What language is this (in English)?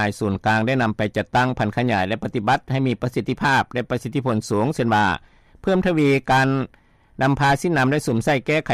Lao